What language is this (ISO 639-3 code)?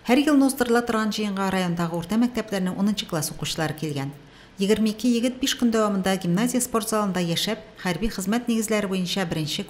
tat